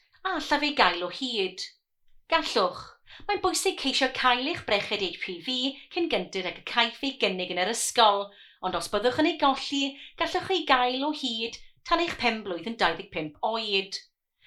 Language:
Welsh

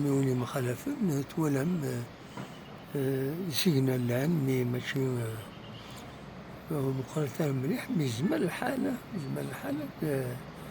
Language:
Kabyle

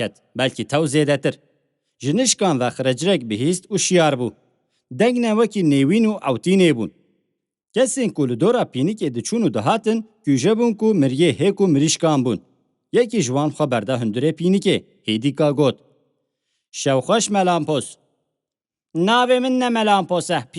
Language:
Kurdish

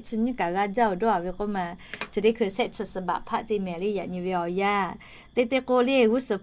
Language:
Lahu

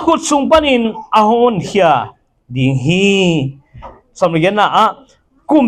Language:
Tedim Chin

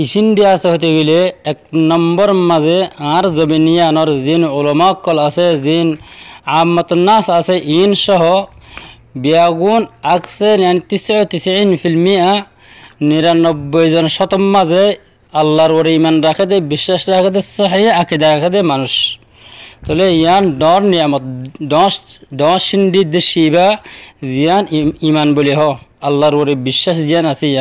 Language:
Rohingya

